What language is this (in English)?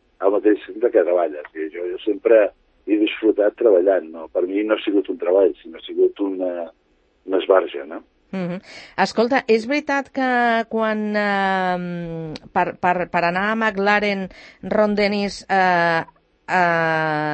Catalan